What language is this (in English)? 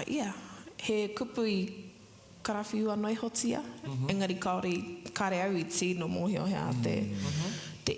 Māori